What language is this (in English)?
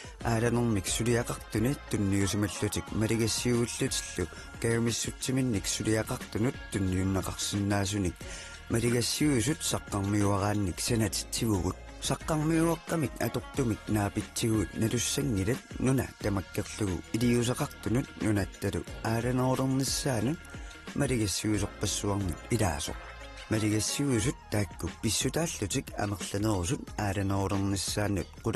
Kalaallisut